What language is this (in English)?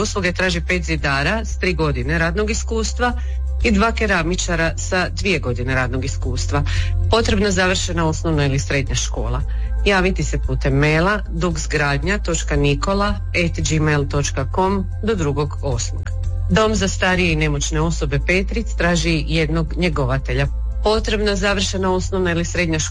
Croatian